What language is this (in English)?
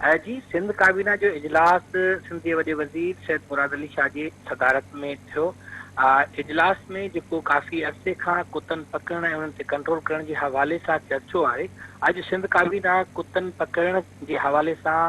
Sindhi